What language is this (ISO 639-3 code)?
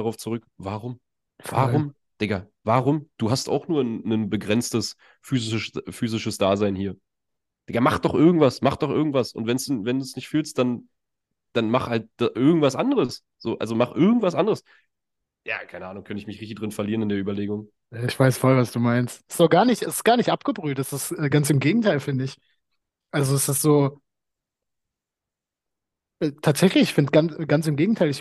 deu